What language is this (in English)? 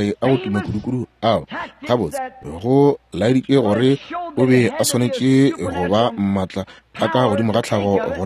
Northern Sotho